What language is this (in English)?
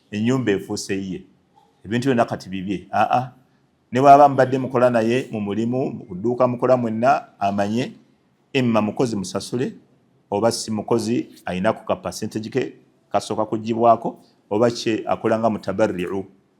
Ganda